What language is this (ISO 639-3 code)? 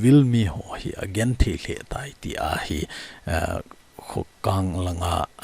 tcz